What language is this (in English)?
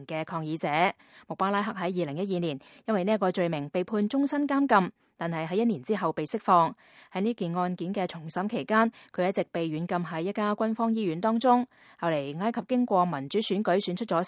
Cantonese